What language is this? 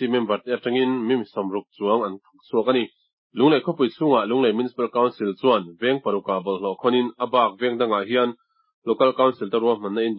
Mizo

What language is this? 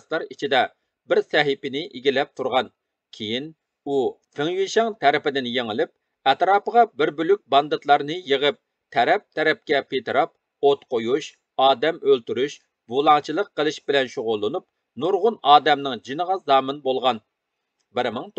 Uyghur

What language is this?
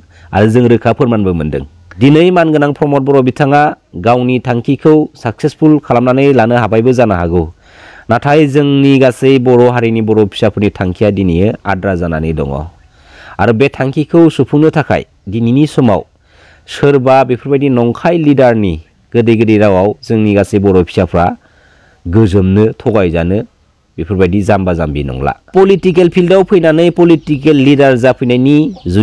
Bodo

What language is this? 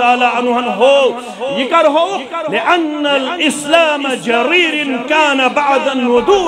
Kashmiri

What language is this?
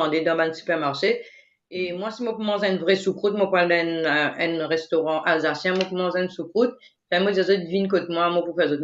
Morisyen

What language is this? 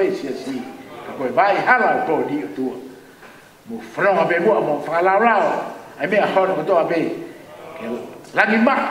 Tongan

